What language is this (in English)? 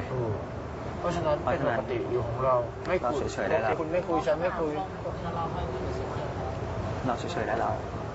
Thai